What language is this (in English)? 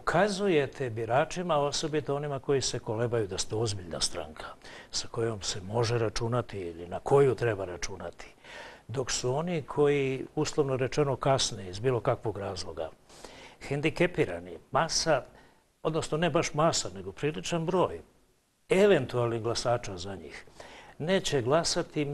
Serbian